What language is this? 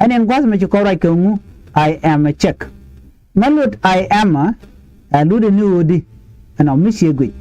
Nuer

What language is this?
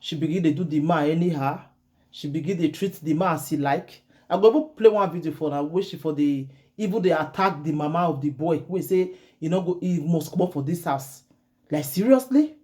Nigerian Pidgin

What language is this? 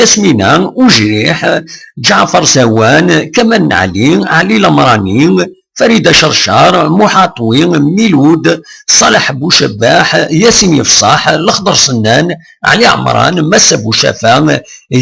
Kabyle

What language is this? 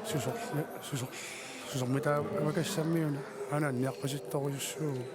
Kalaallisut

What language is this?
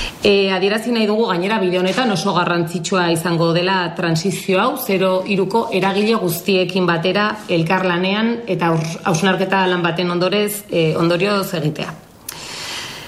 Basque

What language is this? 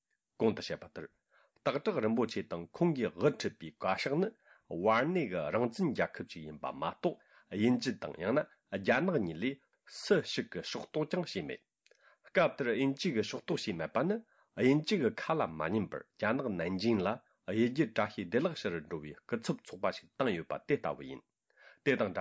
Tibetan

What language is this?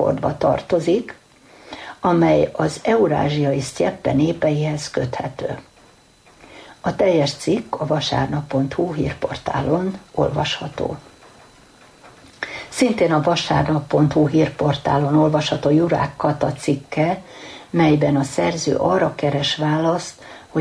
Hungarian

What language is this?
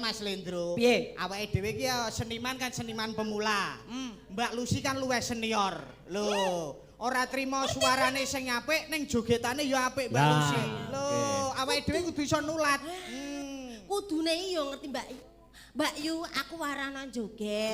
Javanese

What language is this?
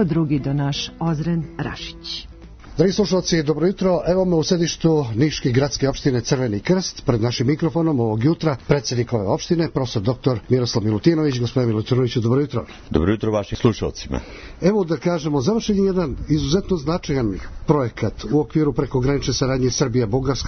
Serbian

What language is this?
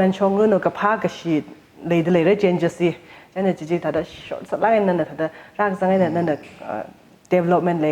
Tangkhul Naga (India)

